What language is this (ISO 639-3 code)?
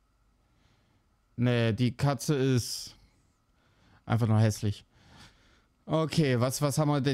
deu